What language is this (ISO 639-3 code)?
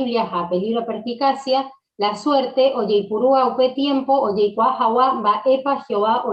grn